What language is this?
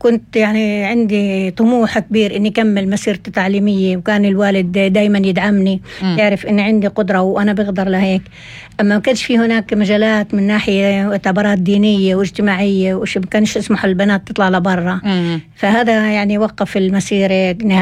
North Levantine Arabic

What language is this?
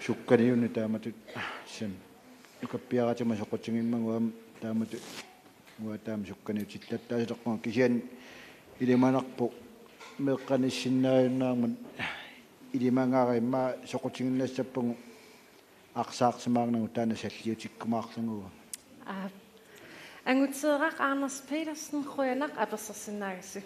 Kalaallisut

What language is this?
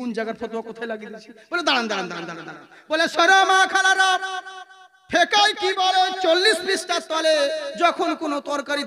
Bangla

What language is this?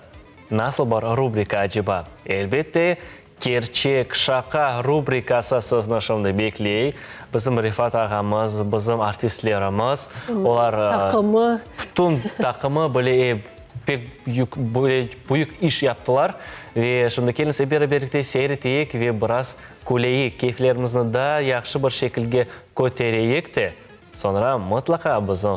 Crimean Tatar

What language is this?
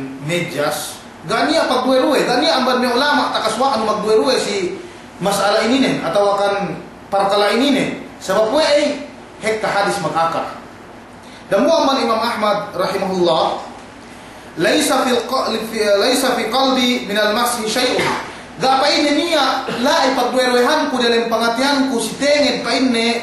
Yakan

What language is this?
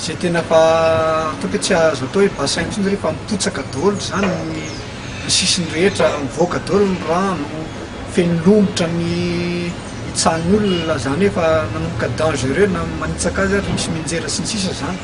Malagasy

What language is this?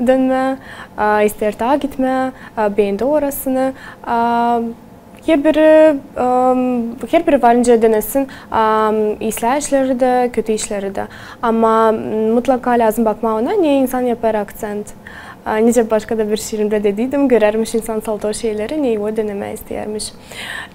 Gagauz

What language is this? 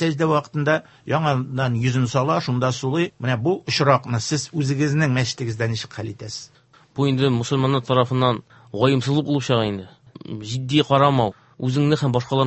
Tatar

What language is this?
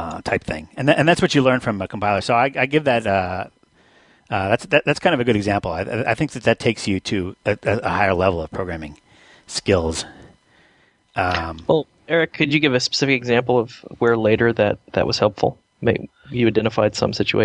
English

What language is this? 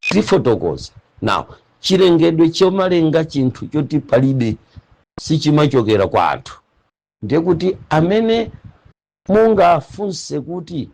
Nyanja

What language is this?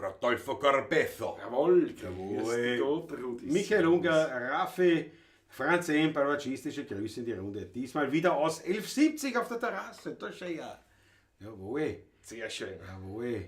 Bavarian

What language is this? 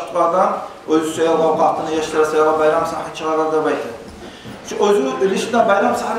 Kumyk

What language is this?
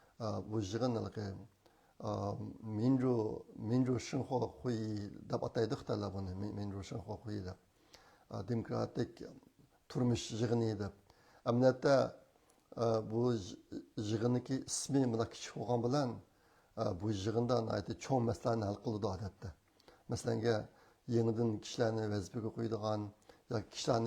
Uyghur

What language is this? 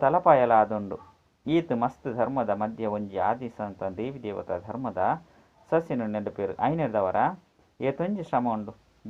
Tulu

